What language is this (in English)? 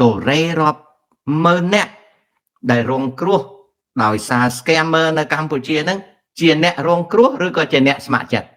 Khmer